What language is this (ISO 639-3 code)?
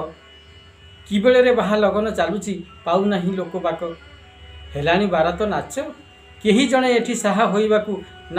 ori